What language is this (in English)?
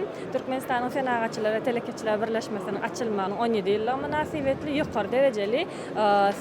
Turkmen